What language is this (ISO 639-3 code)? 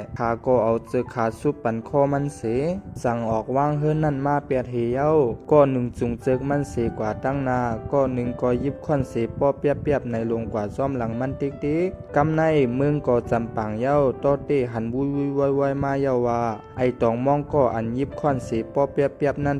shn